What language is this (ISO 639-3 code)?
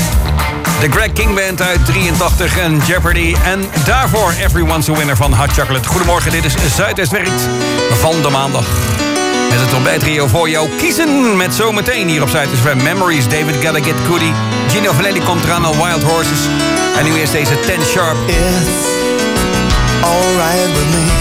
nld